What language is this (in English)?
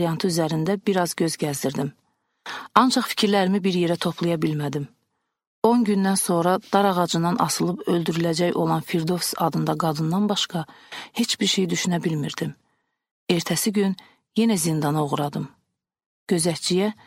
Azerbaijani